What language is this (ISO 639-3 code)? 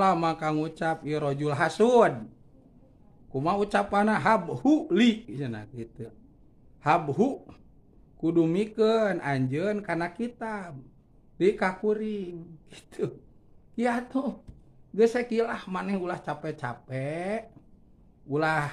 sun